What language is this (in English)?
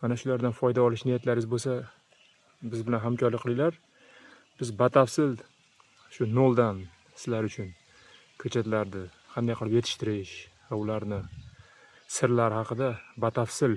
Uzbek